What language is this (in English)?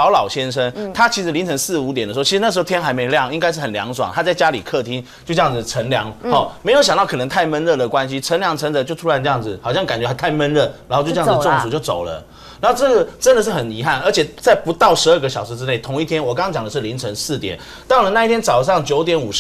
Chinese